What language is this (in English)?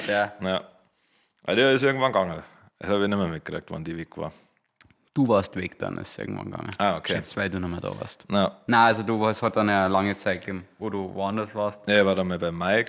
Bavarian